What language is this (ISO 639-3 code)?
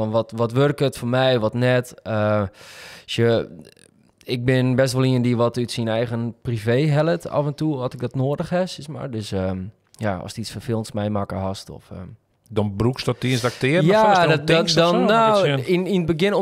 fry